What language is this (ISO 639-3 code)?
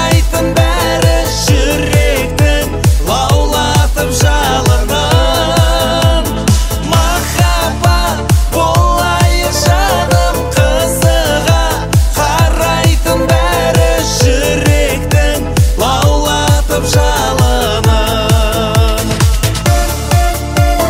kaz